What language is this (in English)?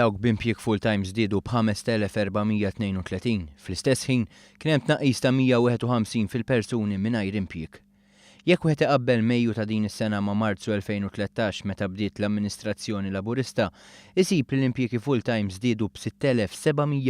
Maltese